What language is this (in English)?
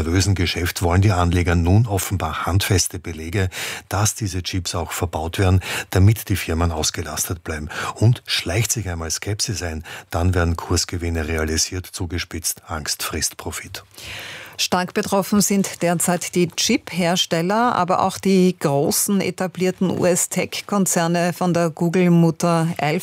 German